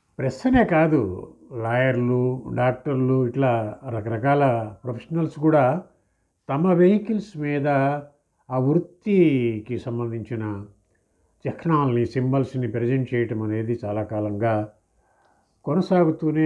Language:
Telugu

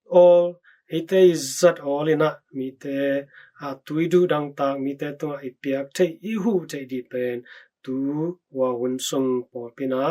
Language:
Tedim Chin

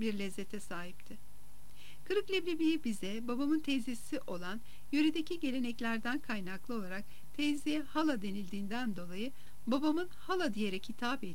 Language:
Turkish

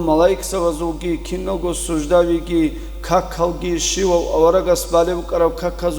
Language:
Avaric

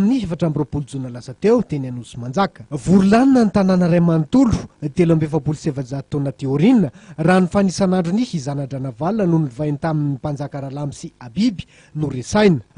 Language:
Malagasy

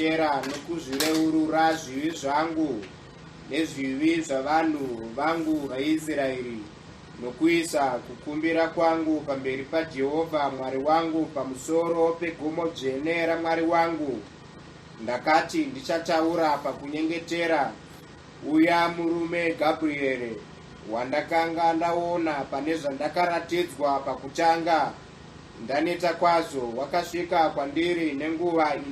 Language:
Shona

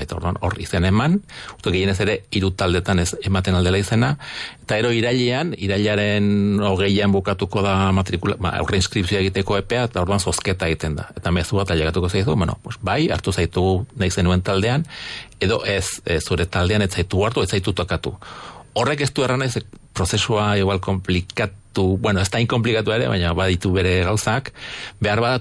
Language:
Basque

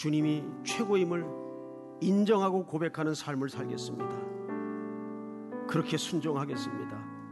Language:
Korean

